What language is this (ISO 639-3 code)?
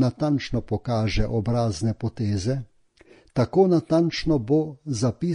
slv